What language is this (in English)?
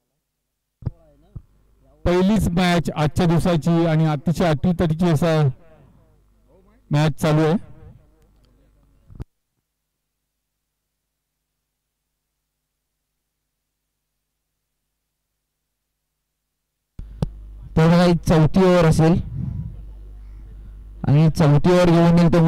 Marathi